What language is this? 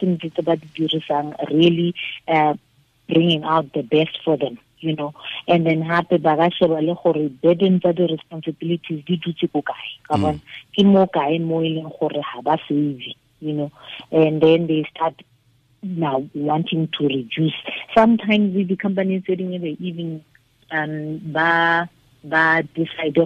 Tswana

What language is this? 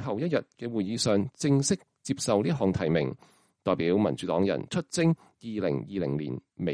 Cantonese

